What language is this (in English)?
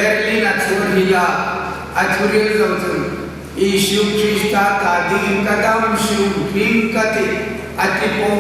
Hmar